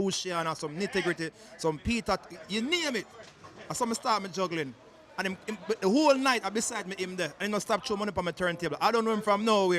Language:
Jamaican Creole English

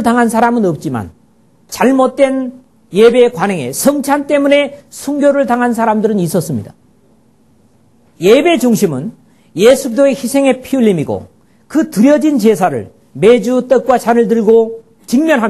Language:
Korean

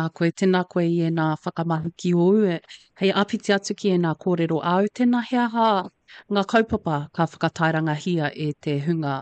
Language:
Māori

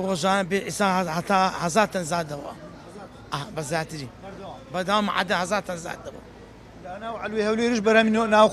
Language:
Central Kurdish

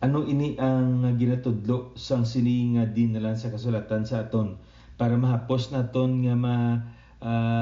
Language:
Hiligaynon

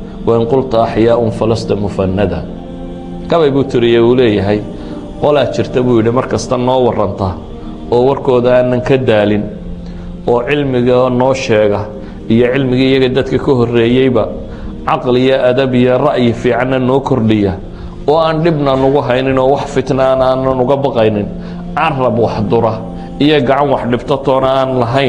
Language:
Somali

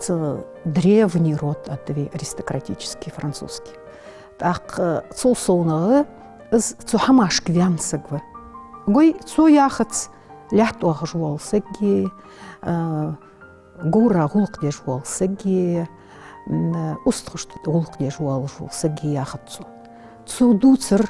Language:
Ingush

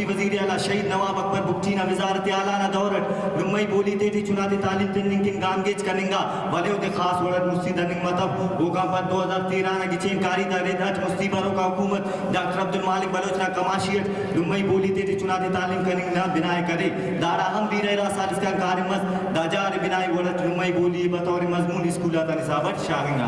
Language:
Brahui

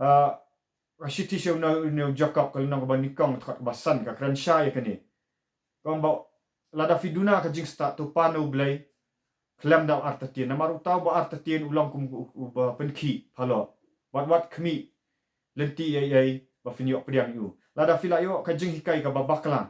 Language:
Khasi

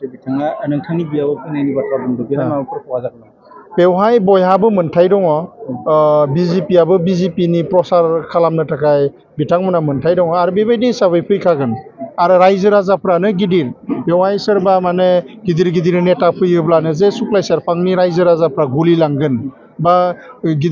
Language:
Bodo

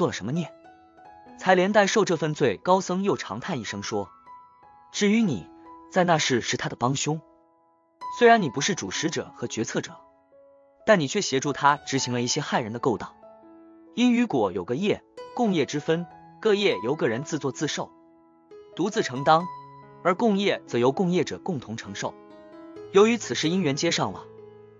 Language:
Chinese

